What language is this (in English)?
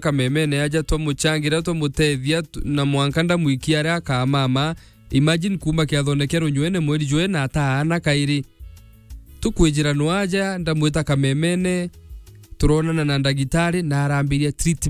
Meru